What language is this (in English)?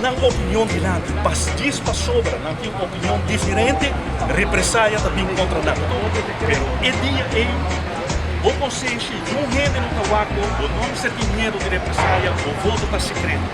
Papiamento